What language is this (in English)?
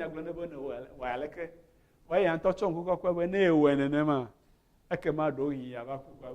Ewe